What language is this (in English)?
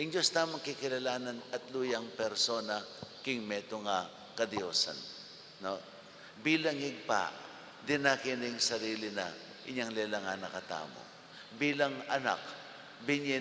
Pampanga